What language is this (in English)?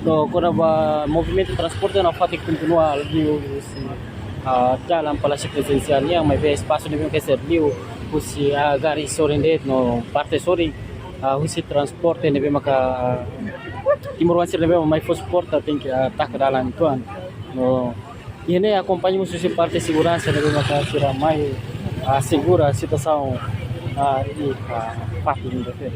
Tetum